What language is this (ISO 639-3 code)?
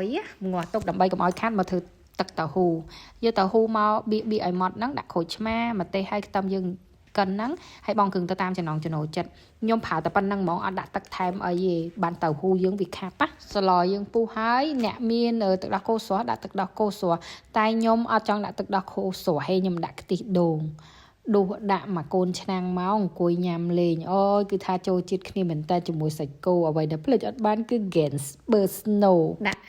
khm